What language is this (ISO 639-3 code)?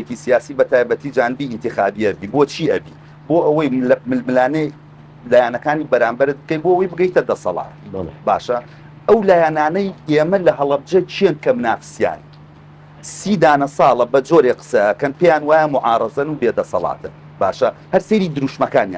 ckb